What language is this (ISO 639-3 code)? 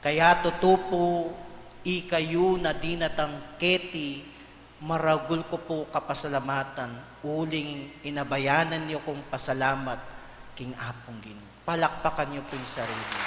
pam